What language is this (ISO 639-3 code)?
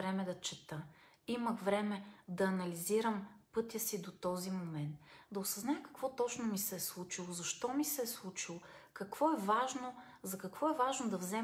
bul